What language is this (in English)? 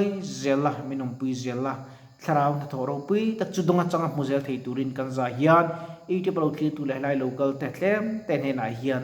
Mizo